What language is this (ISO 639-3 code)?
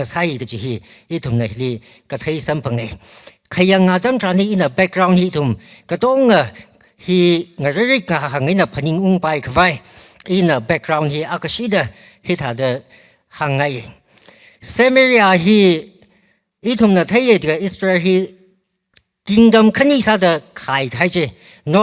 nmf